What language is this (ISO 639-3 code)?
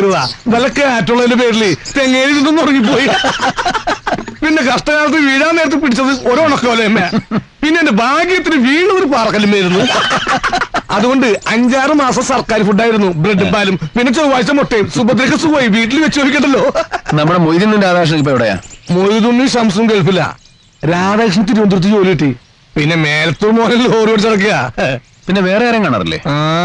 mal